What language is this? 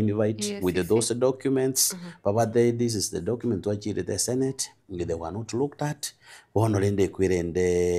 Gusii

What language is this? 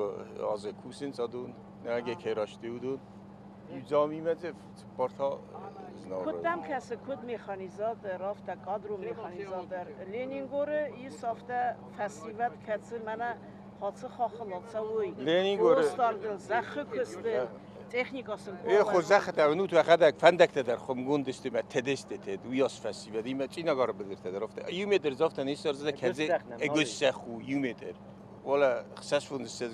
Ossetic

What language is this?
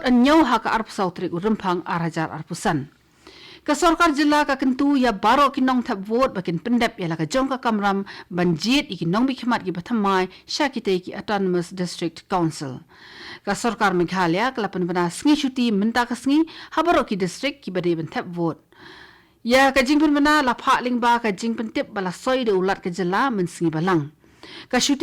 Khasi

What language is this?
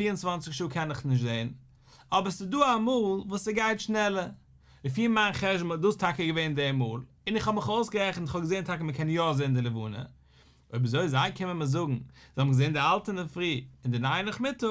Yiddish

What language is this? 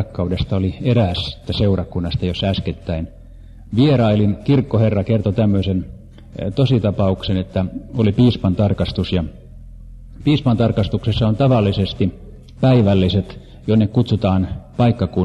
Finnish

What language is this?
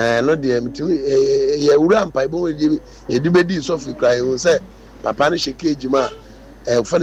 Akan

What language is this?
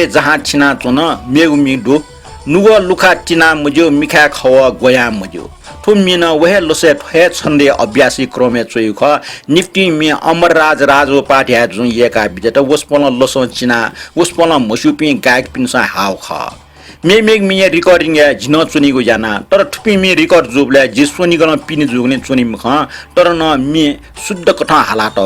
Newari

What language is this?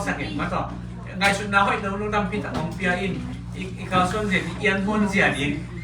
Tedim Chin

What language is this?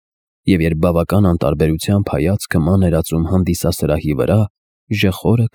Armenian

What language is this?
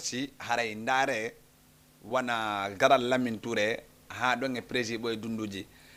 Fula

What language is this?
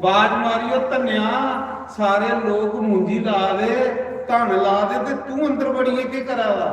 Dogri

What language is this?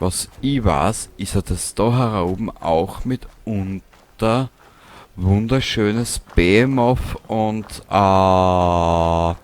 Bavarian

